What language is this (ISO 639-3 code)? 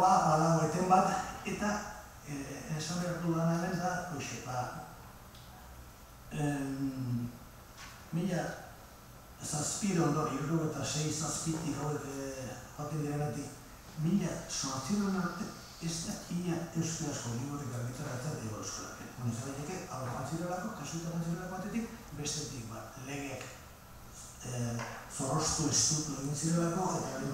eus